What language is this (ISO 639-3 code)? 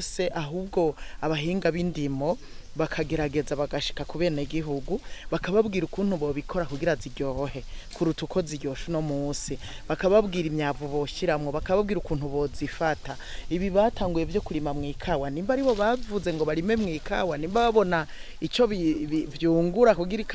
run